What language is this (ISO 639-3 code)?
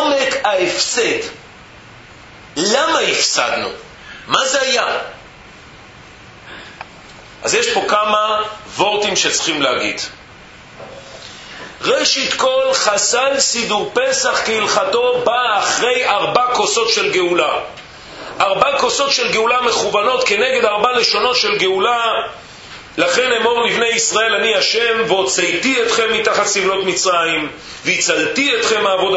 heb